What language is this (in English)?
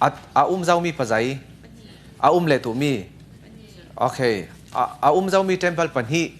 Falam Chin